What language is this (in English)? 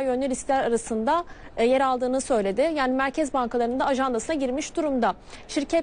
Turkish